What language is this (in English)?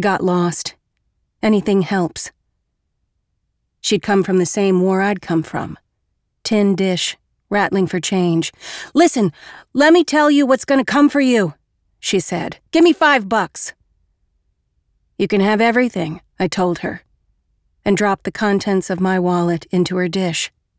English